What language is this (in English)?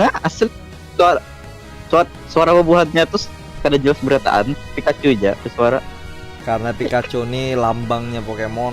Banjar